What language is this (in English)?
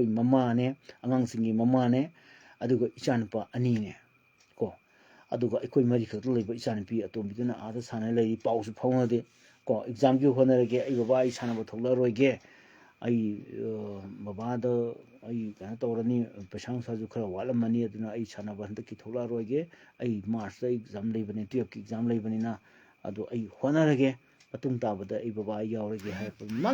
Manipuri